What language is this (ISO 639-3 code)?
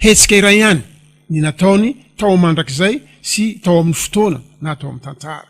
mlg